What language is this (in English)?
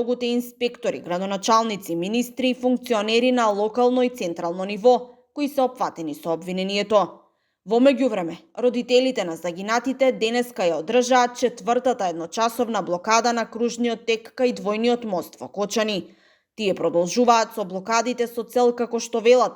Macedonian